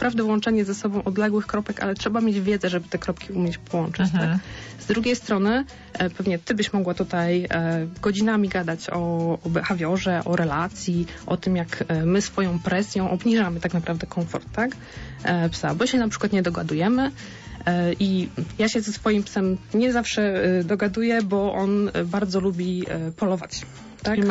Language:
Polish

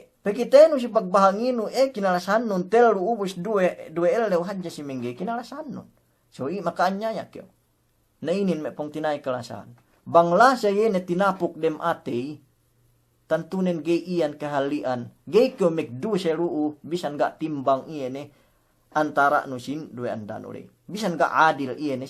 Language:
Yakan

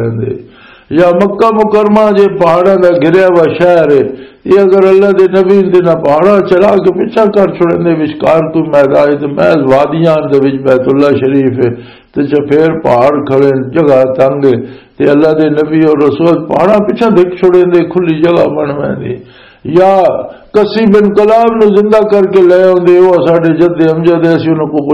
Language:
Western Panjabi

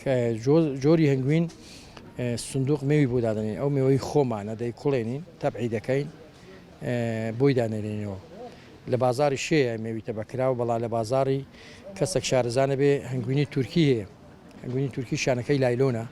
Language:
Central Kurdish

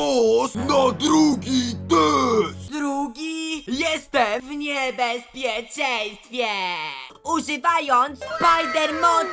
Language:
Polish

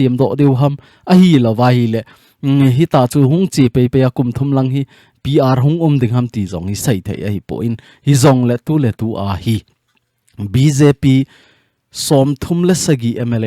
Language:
Thado Chin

